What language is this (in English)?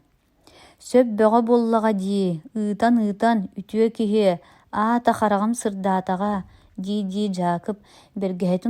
Yakut